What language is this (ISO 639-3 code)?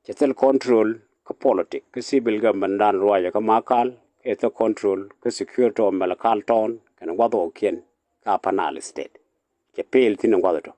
nus